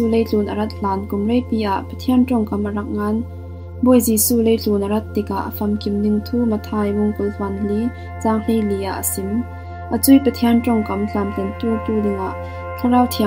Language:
Falam Chin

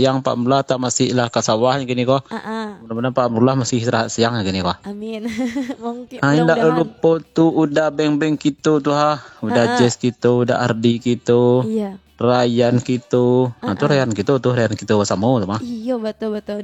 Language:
Minangkabau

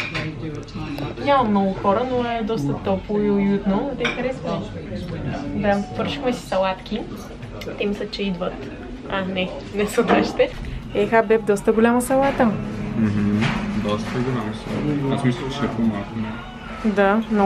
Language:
Bulgarian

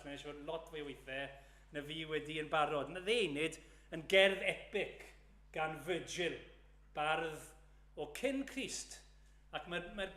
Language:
Welsh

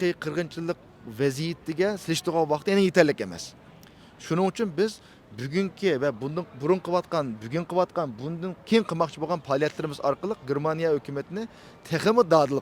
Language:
Uyghur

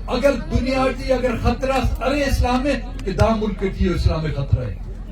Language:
Brahui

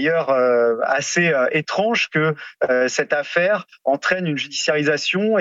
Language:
French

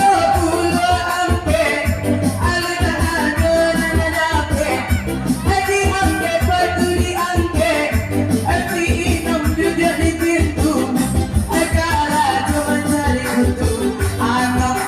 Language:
Minangkabau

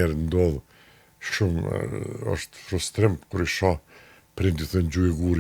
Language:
Albanian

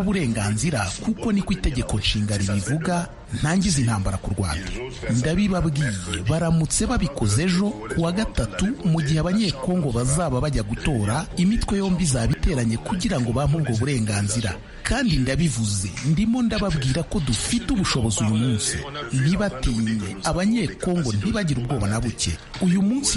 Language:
Kinyarwanda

